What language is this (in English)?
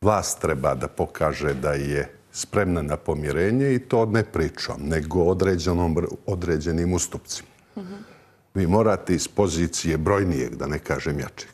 Serbian